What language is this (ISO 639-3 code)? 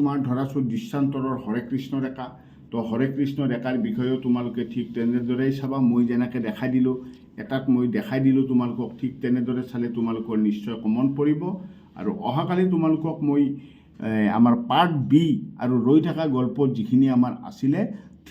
asm